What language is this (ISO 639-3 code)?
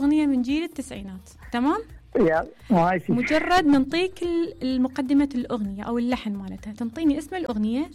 acm